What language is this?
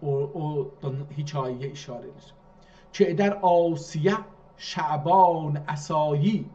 South Azerbaijani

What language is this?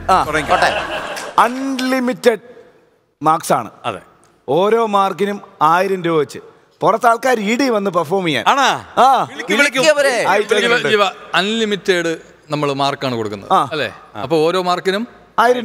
Malayalam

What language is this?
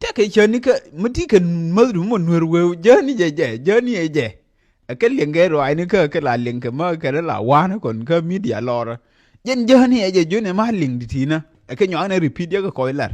Nuer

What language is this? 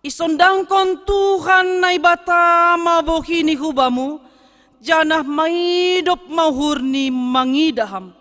Batak Simalungun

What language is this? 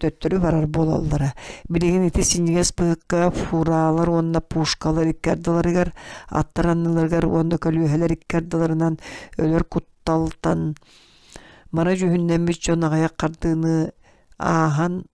Yakut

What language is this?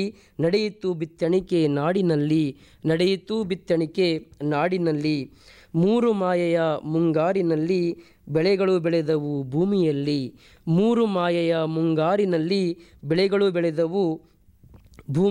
Kannada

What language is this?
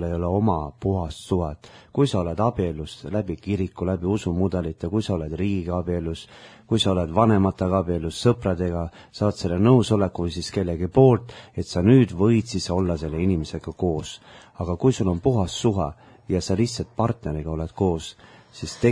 Estonian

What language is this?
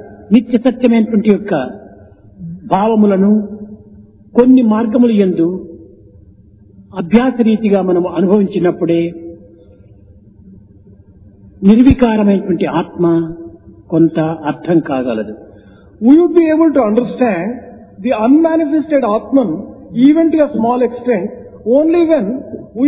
Telugu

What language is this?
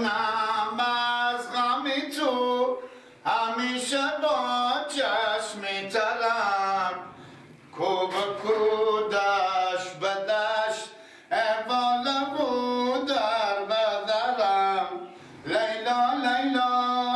Persian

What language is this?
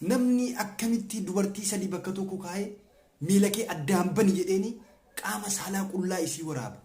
Oromo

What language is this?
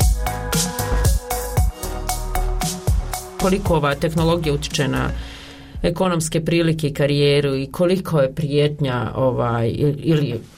Bosnian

